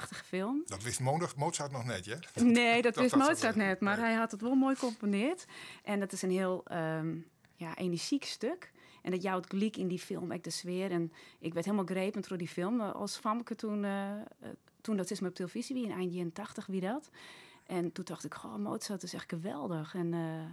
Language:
Western Frisian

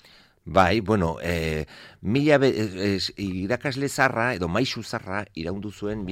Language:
Basque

